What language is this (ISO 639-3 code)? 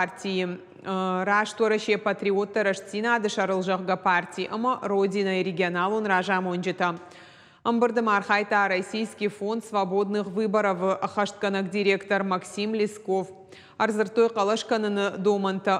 oss